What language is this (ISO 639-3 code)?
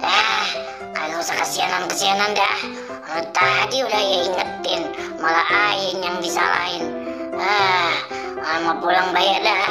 bew